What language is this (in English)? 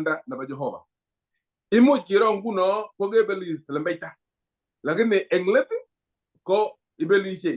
Kalenjin